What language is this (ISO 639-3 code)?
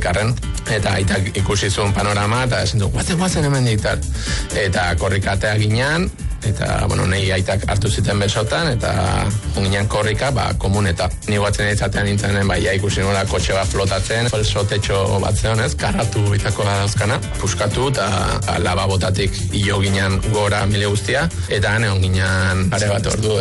eus